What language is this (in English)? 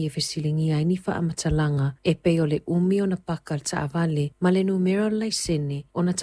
Samoan